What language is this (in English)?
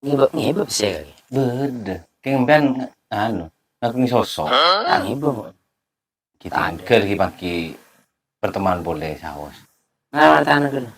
Madurese